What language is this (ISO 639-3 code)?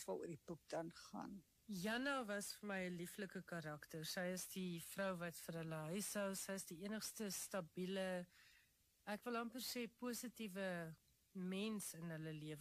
afr